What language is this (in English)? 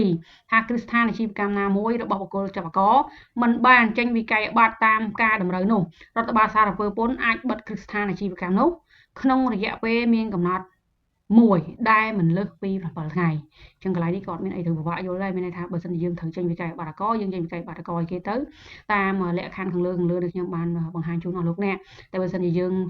Khmer